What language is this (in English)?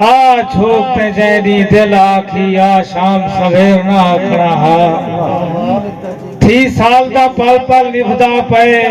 Saraiki